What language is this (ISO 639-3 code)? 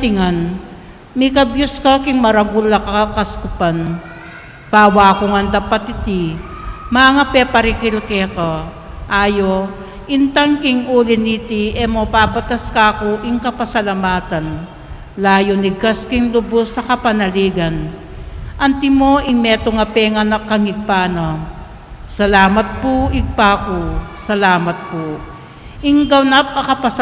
pam